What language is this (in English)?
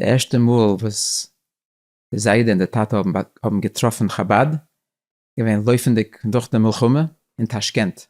Yiddish